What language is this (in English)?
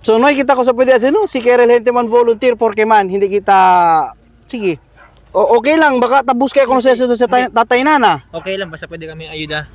Chavacano